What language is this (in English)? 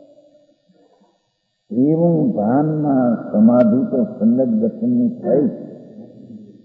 Gujarati